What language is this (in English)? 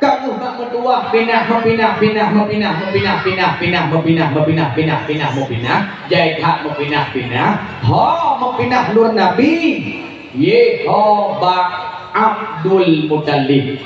Achinese